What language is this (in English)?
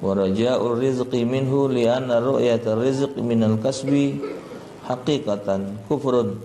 Musi